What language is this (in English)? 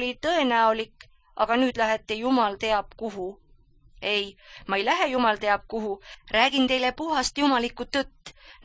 Estonian